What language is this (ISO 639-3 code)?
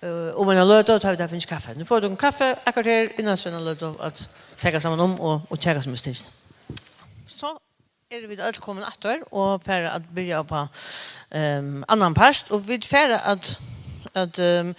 fao